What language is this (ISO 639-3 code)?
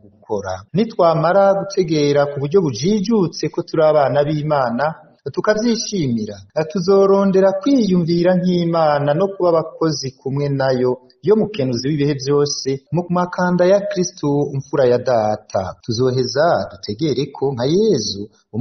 run